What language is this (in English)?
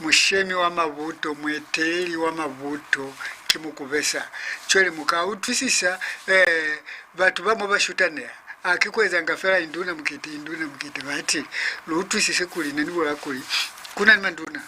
Lozi